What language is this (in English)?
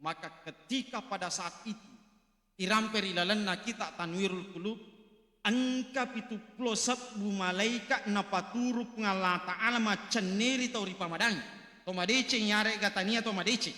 Buginese